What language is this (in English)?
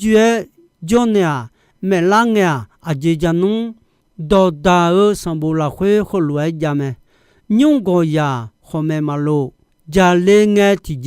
Akha